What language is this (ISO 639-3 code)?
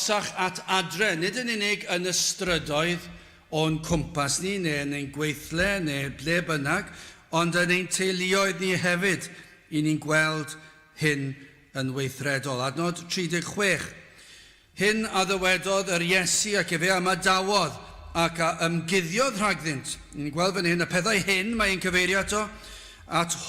cym